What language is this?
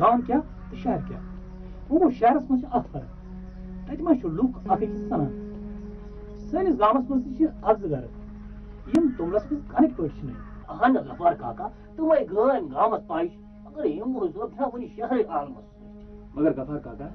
Kashmiri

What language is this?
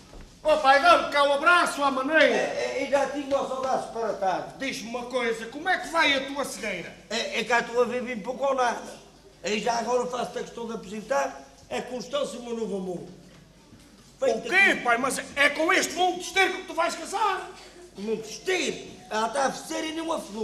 Portuguese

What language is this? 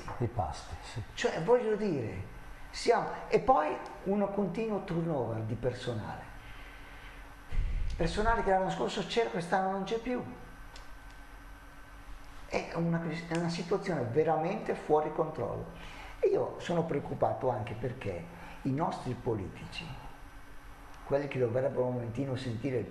Italian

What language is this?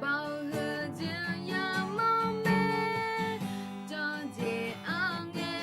Akha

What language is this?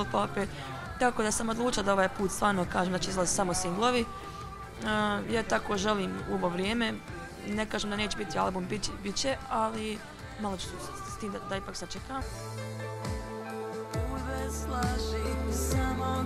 Croatian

